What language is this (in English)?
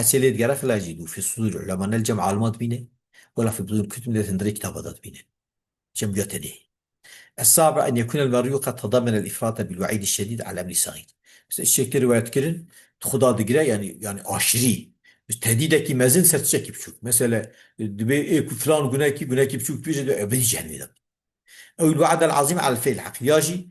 Kurdish